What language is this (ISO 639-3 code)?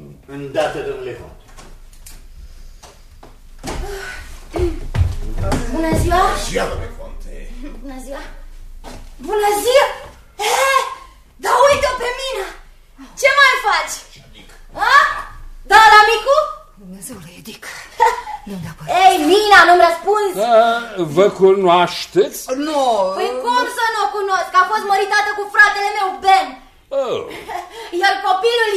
ron